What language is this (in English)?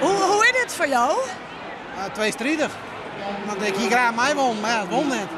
Western Frisian